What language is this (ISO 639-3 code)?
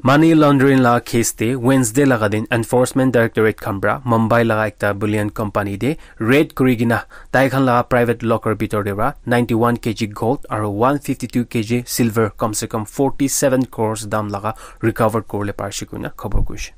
nag